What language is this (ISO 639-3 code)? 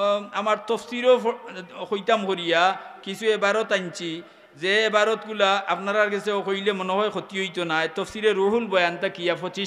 syl